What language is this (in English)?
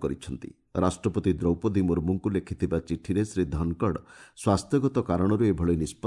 Odia